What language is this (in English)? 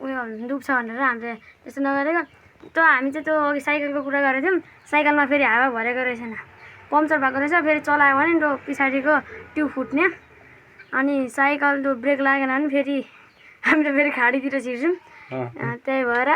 Nepali